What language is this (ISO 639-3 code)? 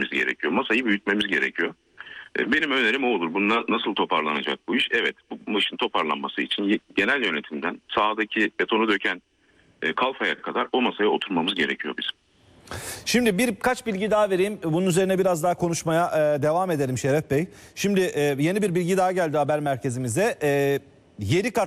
tur